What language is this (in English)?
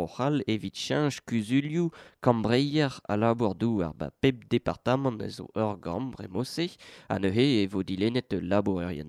Breton